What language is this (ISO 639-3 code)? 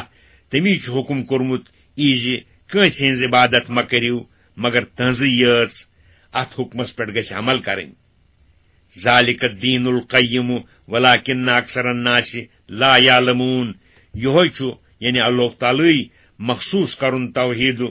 kas